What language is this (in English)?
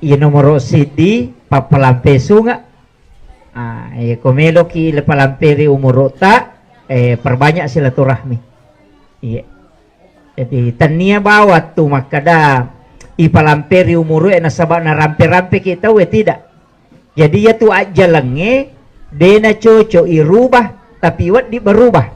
Buginese